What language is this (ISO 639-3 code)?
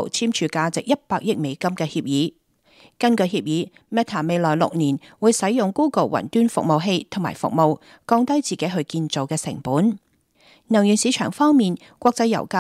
yue